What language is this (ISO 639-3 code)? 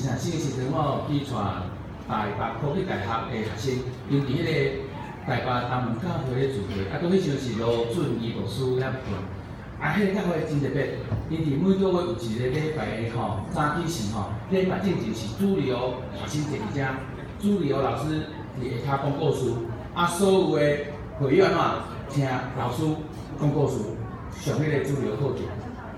nan